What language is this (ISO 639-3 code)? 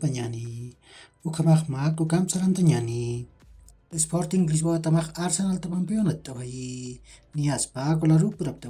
aym